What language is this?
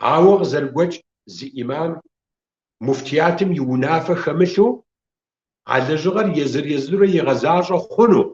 Kabardian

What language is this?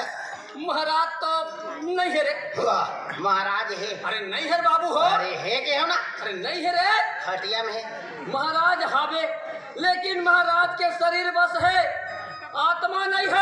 Chhattisgarhi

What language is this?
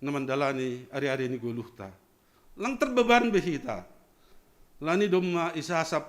Batak Simalungun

